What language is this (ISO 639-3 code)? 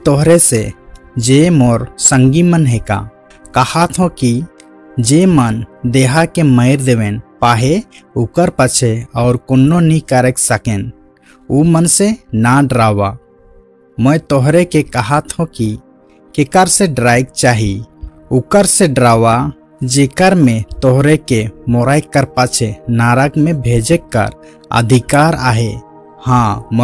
sck